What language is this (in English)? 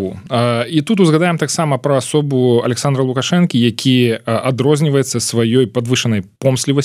Belarusian